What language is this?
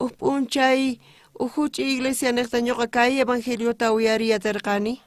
South Bolivian Quechua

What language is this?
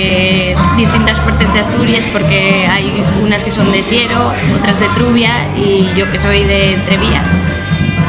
Asturian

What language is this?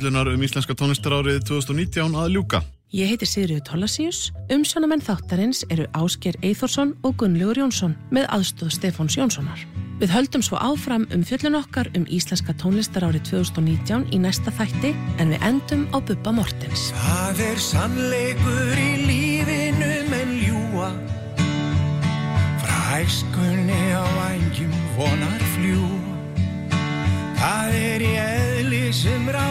Icelandic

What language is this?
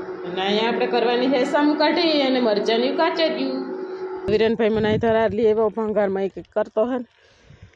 Gujarati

